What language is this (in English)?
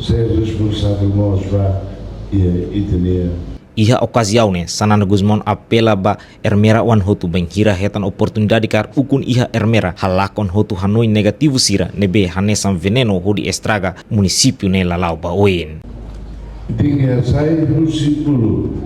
Tetum